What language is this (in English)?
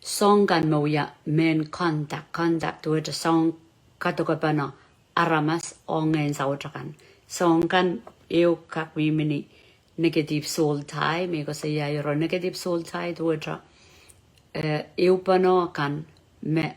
Pohnpeian